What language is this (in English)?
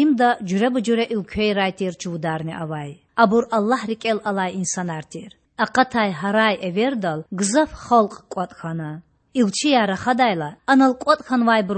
Lezghian